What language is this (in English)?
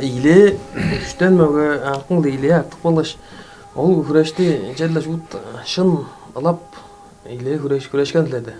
Tuvinian